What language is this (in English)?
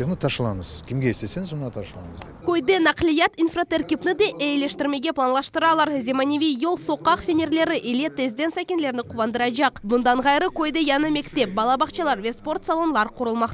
Crimean Tatar